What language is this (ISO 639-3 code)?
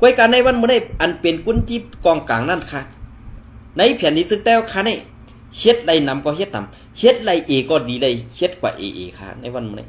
shn